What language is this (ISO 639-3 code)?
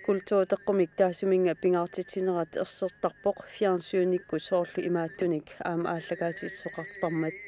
kal